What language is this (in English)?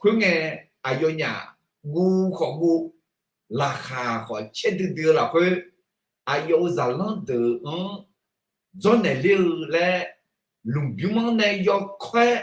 Akha